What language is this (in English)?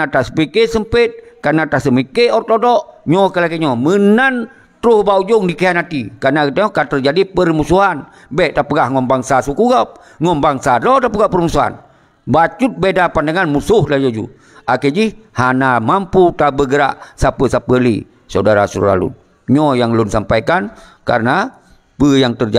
Achinese